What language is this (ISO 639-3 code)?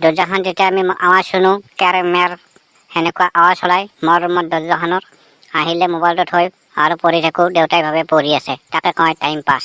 asm